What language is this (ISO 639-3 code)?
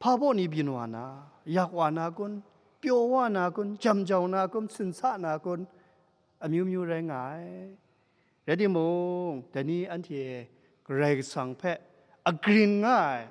kac